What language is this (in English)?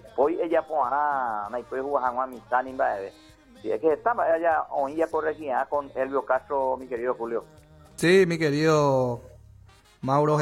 Guarani